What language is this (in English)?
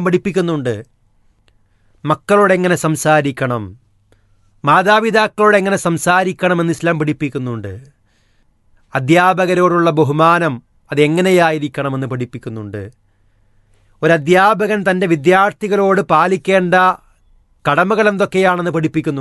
Malayalam